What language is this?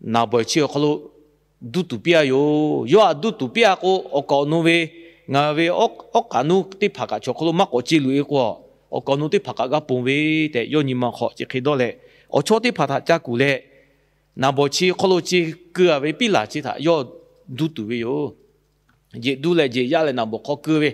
Lahu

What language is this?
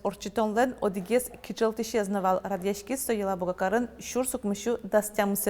Udmurt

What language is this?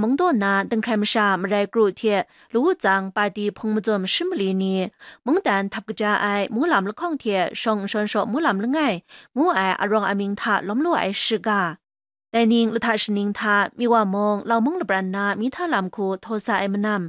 Kachin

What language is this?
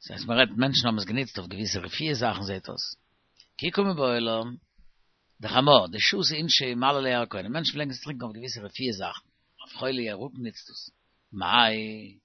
Yiddish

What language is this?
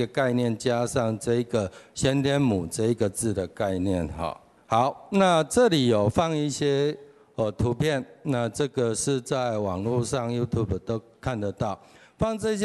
Chinese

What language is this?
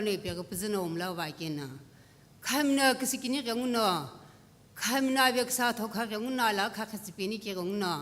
Sumi Naga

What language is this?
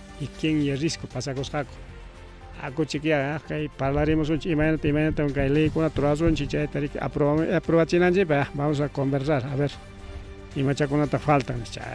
Ayacucho Quechua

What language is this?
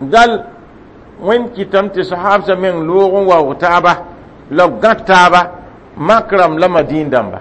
Mossi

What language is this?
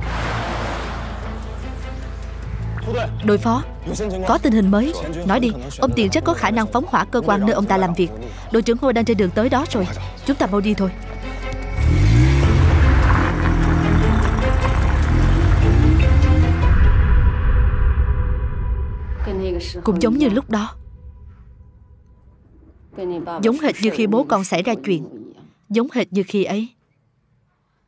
Vietnamese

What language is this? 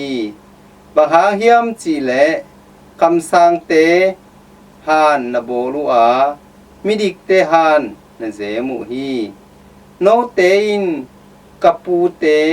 Tedim Chin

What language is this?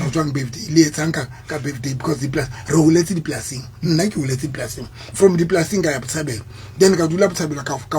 Southern Sotho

